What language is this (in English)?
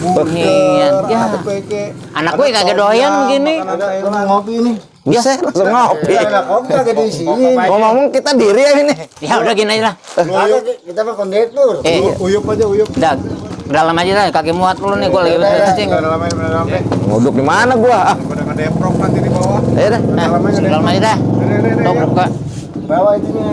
Betawi